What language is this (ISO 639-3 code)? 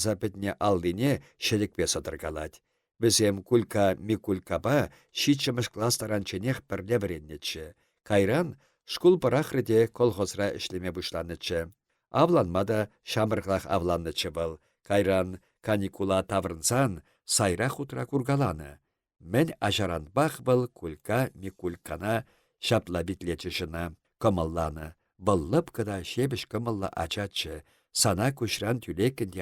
chv